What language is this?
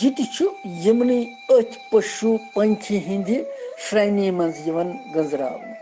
Kashmiri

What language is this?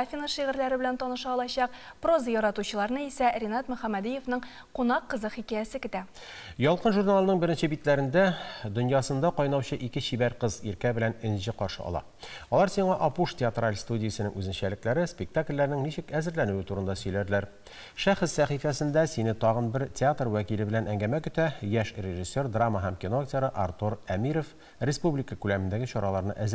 Tatar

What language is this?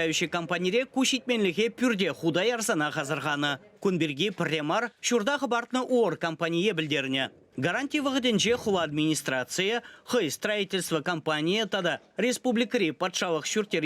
Chuvash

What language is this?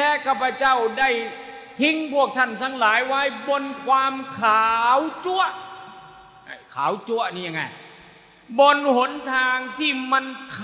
Thai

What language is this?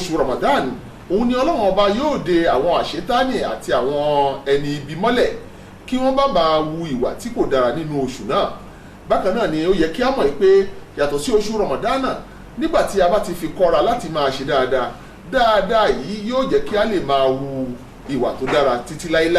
Yoruba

